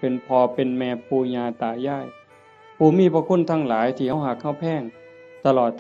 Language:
Northeastern Thai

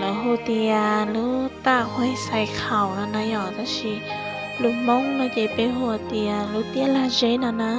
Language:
Hmong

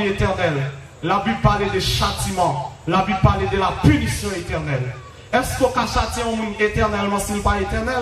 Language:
Haitian Creole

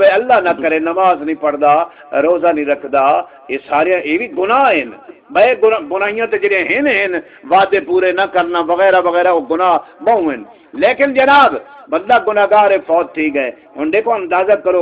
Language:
Saraiki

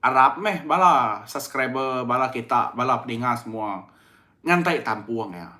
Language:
Iban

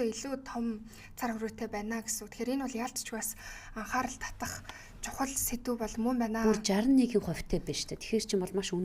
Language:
Mongolian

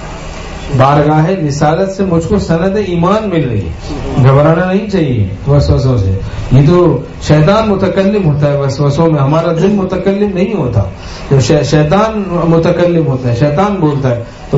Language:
Urdu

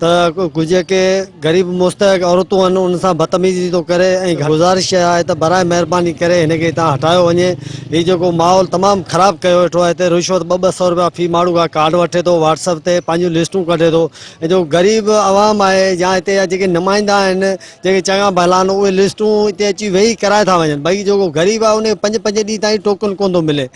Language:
Sindhi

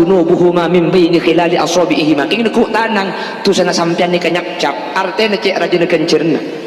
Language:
Madurese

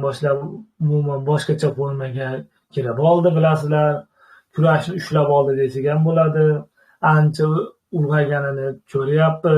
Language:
Uzbek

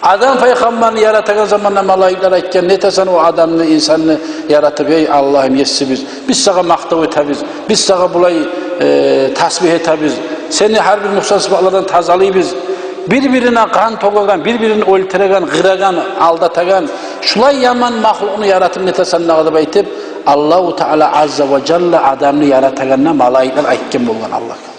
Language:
Kumyk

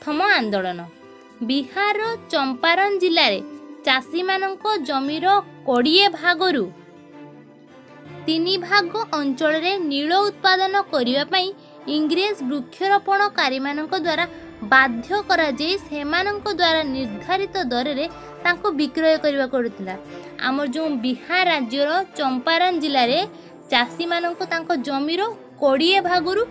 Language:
Odia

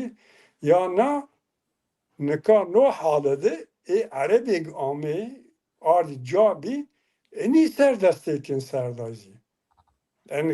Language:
Zaza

